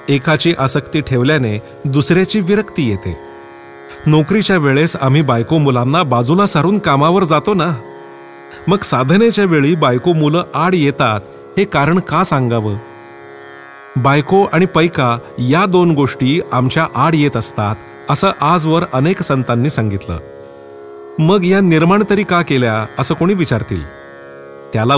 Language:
Marathi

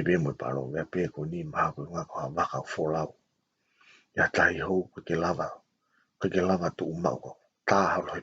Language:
Tongan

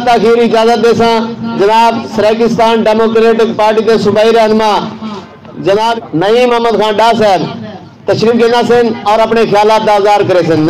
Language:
Saraiki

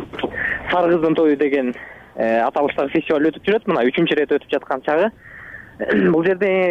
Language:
Kyrgyz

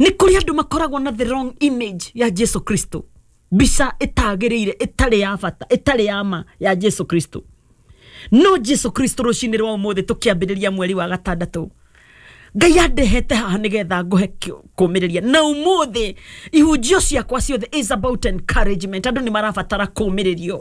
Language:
Kikuyu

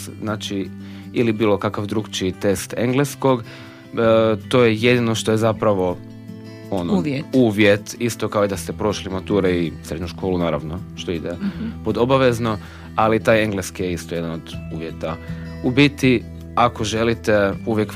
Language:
Croatian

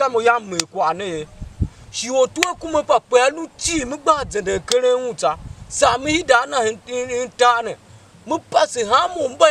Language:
Tiv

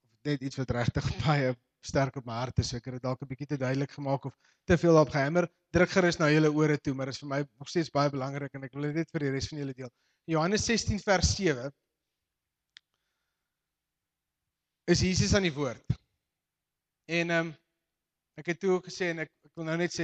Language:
Afrikaans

